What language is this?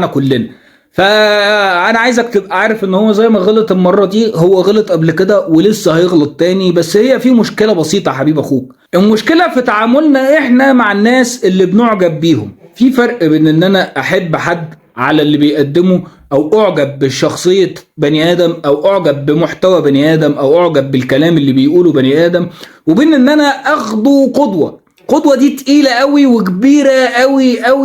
Egyptian Arabic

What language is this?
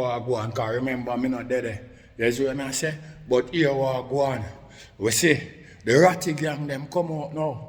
Jamaican Creole English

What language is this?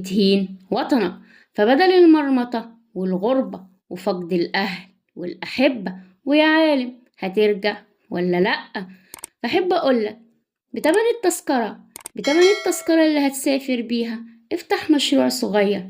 Egyptian Arabic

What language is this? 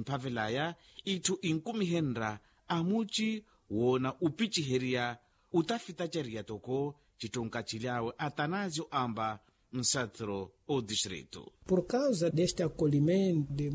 Makhuwa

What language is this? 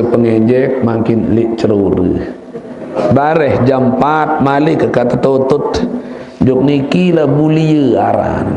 Sasak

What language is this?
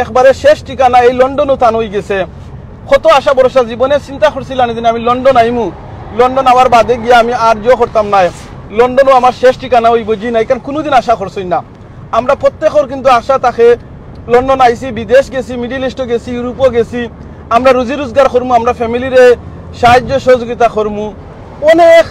Sylheti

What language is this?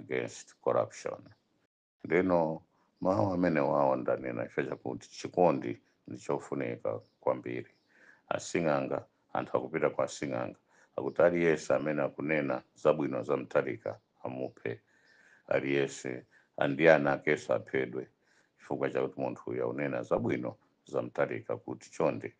Nyanja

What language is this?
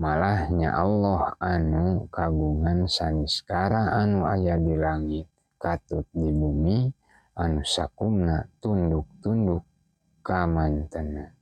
Sundanese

